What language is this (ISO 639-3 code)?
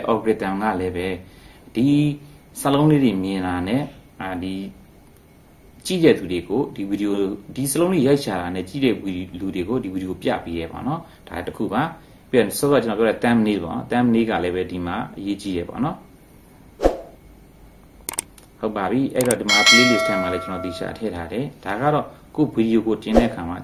mya